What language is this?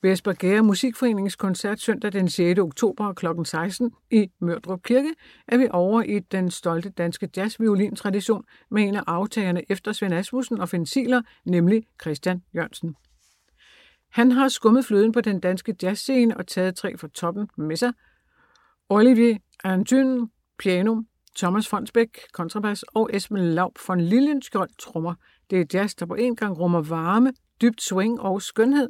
Danish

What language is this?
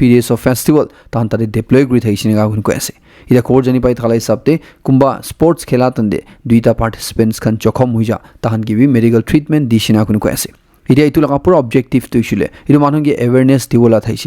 Naga Pidgin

